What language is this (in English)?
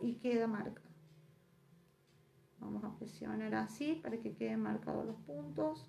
Spanish